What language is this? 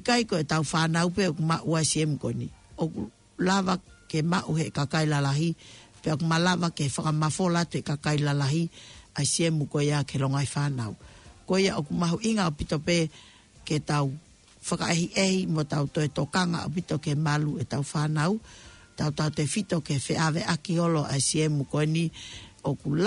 Tongan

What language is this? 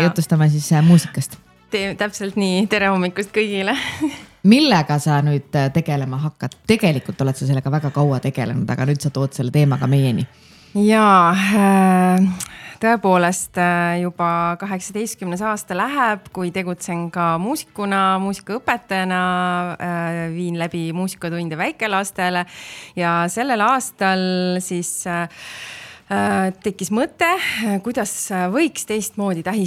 Estonian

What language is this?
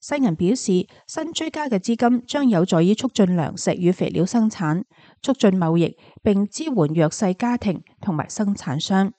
Cantonese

